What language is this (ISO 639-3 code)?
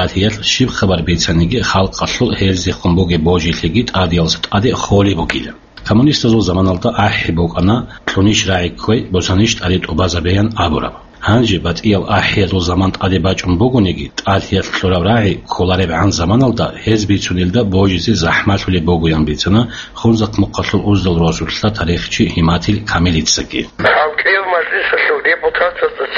ava